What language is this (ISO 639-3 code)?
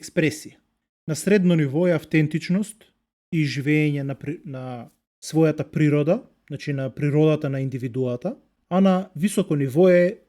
mkd